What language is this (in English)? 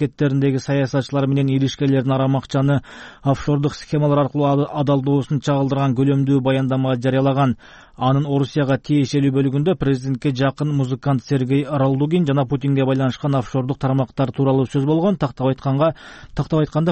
Kyrgyz